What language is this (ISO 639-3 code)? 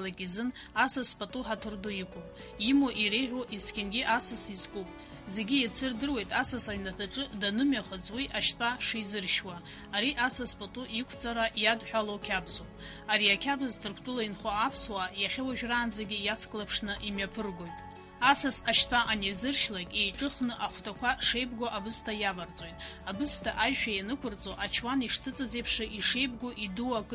abk